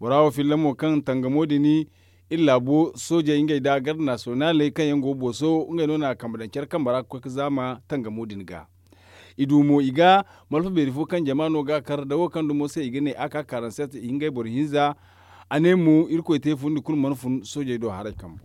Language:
Zarma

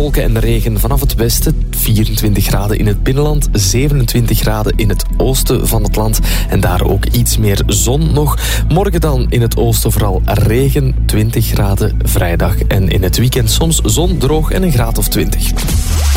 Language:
Dutch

